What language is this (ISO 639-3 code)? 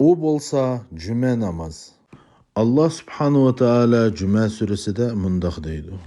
uig